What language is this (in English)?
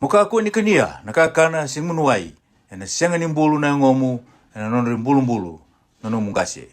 Fijian